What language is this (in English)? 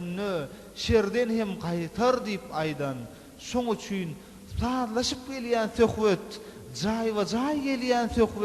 Turkmen